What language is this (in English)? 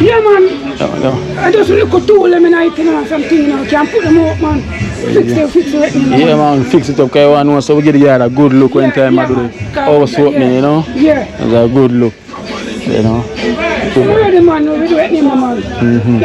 Jamaican Creole English